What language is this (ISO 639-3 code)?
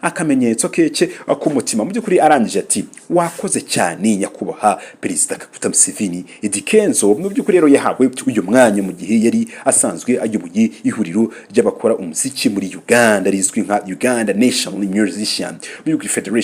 kin